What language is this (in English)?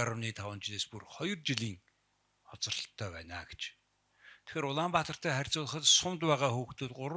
Mongolian